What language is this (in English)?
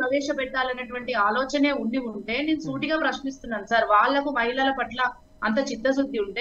Telugu